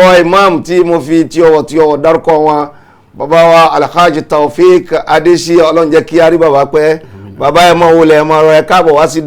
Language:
Yoruba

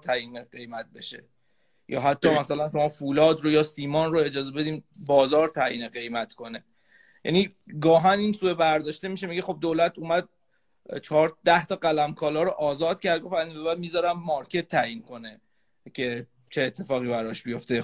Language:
Persian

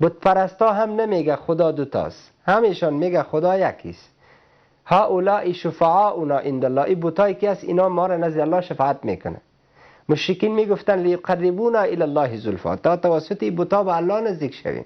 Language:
Persian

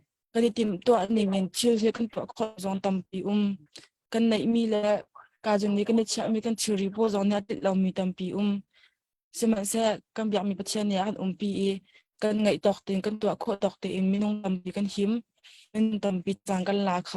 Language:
Hakha Chin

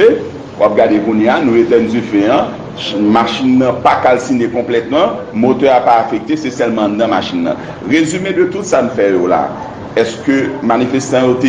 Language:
Haitian Creole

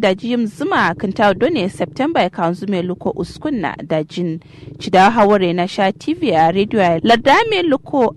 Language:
Kanuri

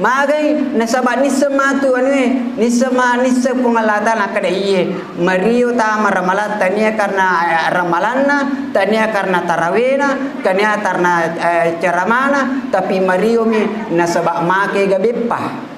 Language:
Buginese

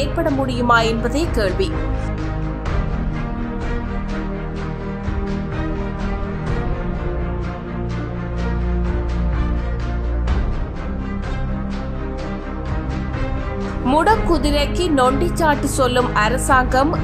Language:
Tamil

